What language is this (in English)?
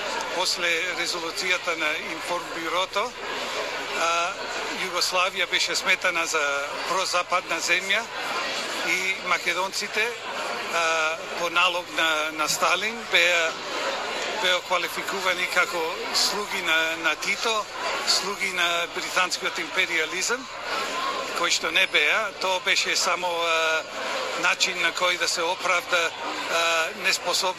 Macedonian